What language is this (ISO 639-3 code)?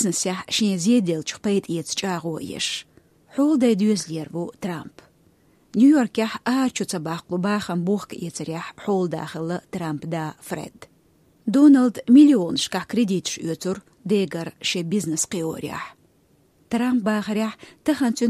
che